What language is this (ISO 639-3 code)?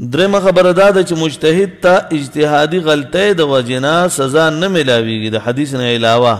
pus